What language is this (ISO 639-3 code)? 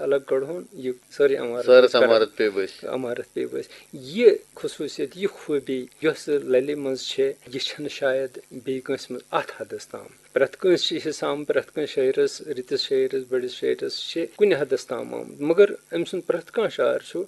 kas